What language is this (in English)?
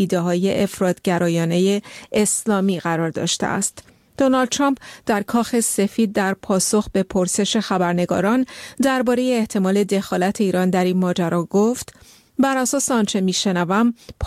Persian